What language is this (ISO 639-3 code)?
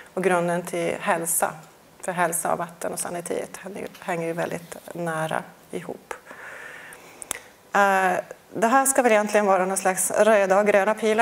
swe